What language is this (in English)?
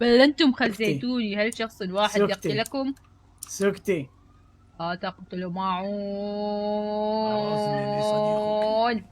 Mesopotamian Arabic